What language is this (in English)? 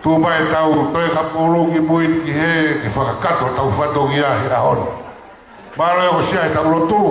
Tongan